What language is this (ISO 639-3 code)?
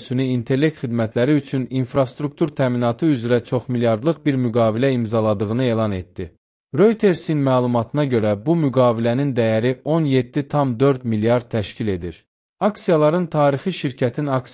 aze